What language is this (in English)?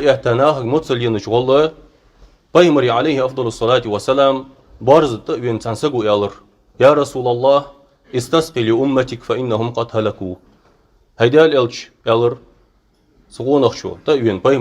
Ingush